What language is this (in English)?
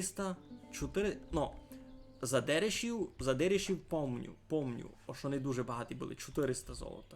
Rusyn